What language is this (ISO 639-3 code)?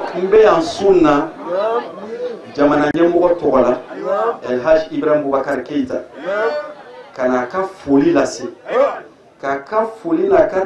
bam